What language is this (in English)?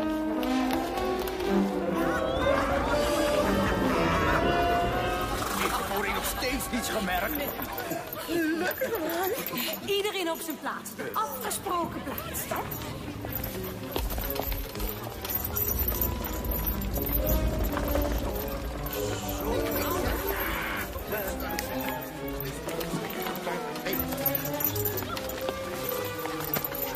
Dutch